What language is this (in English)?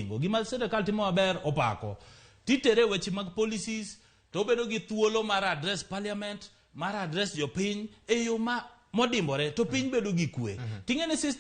Luo (Kenya and Tanzania)